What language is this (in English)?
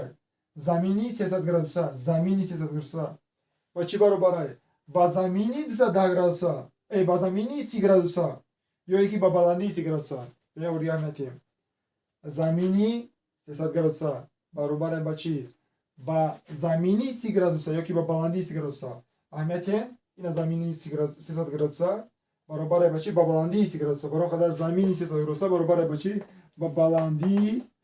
Tajik